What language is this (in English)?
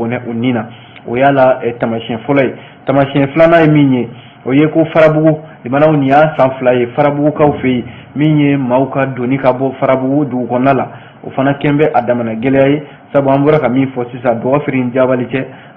Bambara